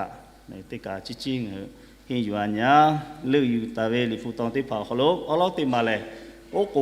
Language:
Lahu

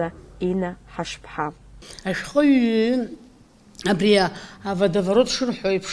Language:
Abkhazian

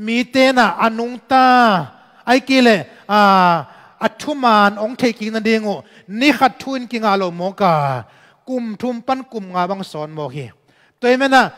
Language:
Tedim Chin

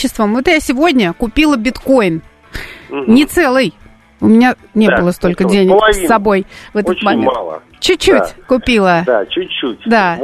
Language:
Russian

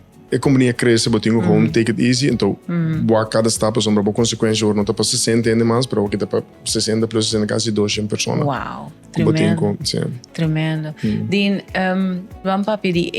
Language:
Papiamento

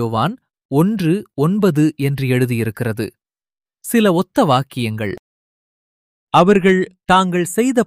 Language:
Tamil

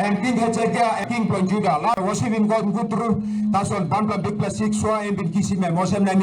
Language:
Tok Pisin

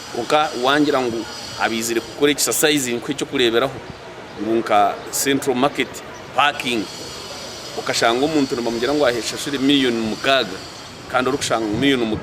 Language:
Nyankole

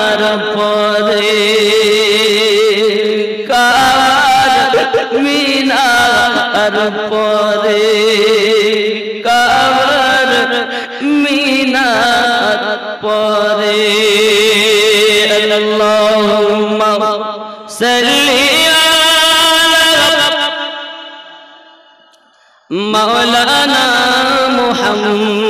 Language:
Bangla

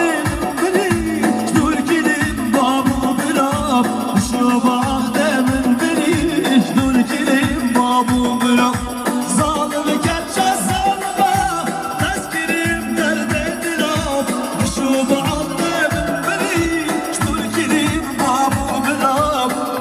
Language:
Kurdish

